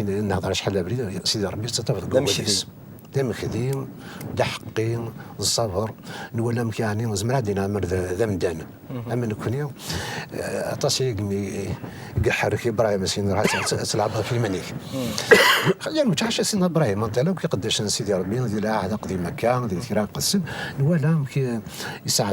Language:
Kabyle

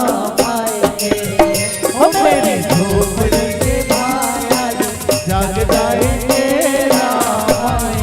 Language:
Chhattisgarhi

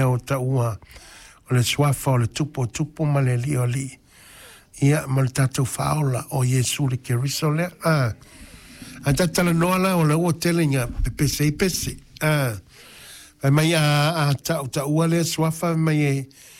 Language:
Samoan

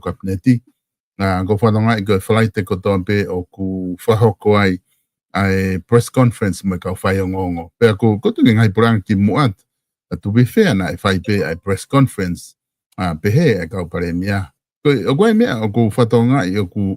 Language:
Tongan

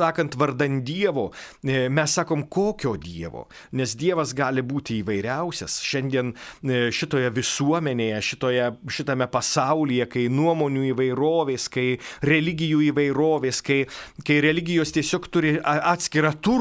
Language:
Lithuanian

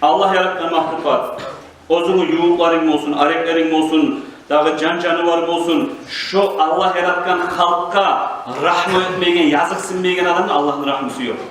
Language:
Kumyk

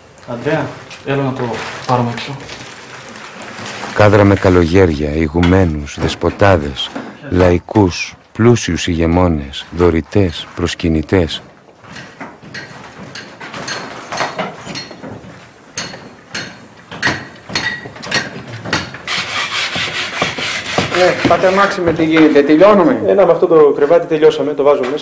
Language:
Greek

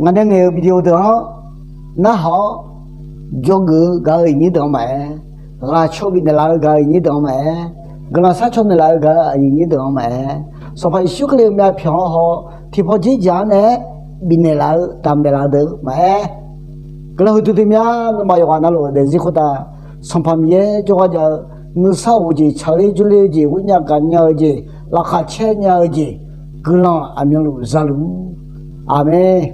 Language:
Akha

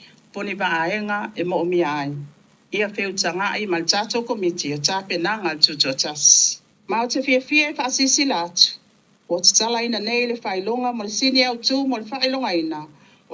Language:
Samoan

